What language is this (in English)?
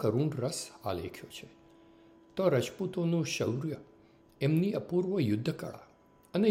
Gujarati